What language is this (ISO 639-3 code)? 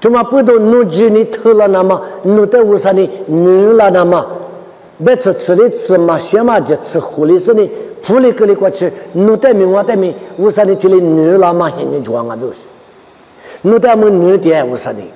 lis